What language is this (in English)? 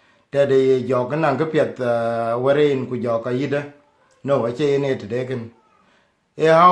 Dinka